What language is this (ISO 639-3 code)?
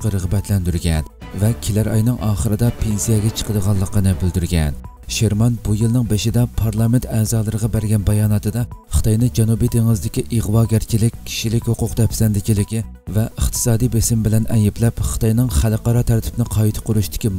uig